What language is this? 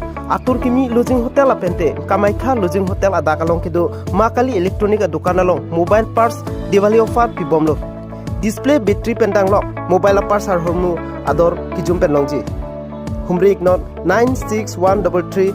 Karbi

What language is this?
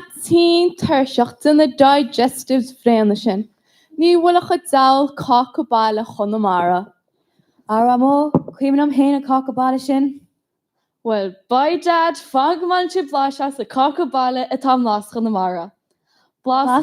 Irish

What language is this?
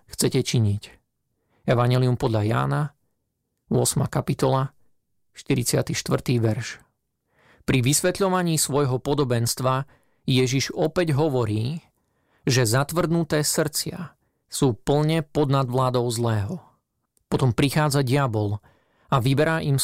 Slovak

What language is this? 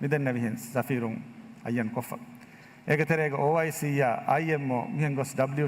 Divehi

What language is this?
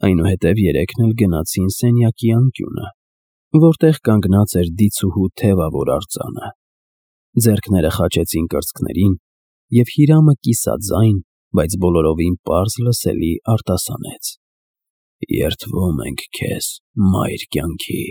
Armenian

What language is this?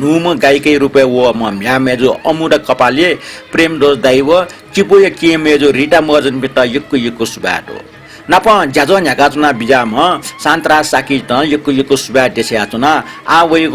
Newari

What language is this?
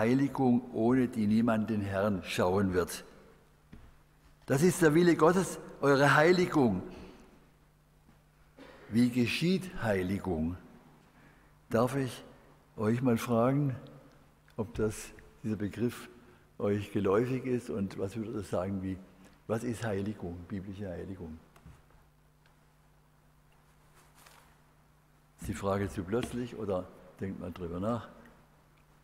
German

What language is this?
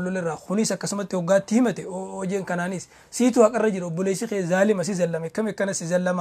Oromo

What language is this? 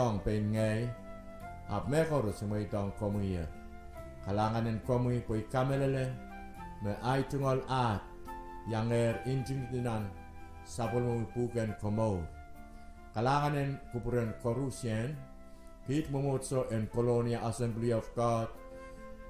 Pohnpeian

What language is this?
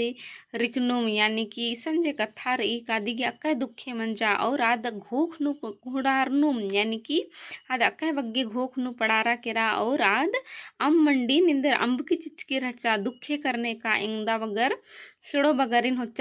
Kurukh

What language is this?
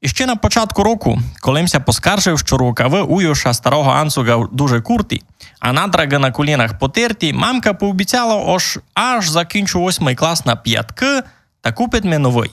Rusyn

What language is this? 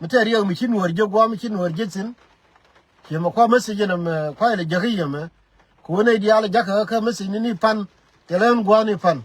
Nuer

